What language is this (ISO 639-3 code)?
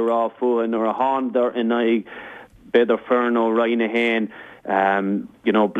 gle